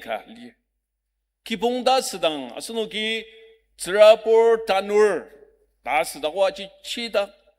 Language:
Ao Naga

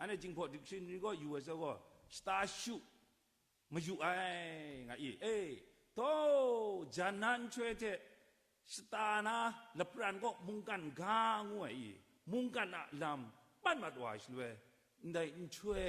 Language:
Kachin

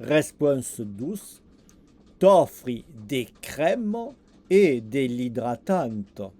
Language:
Occitan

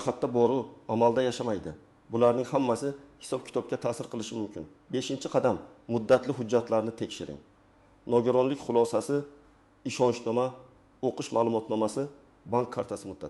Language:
Uzbek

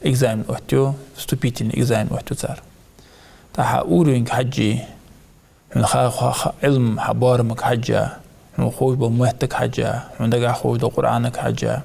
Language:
Ingush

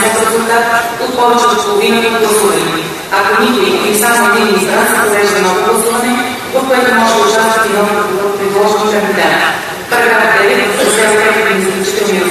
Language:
Bulgarian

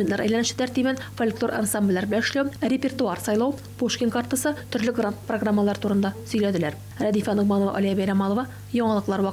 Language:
Tatar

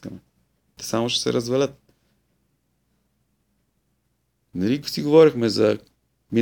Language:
Bulgarian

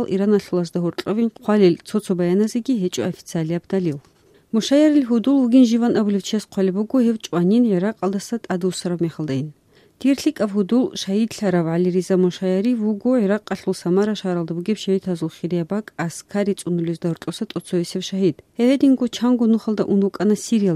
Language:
Avaric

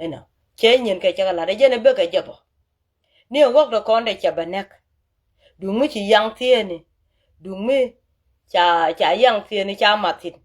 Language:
Nuer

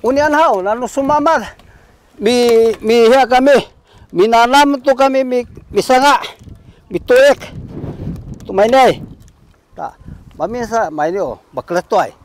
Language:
Sakizaya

